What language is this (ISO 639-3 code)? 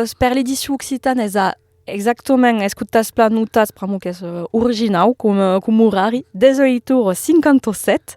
oci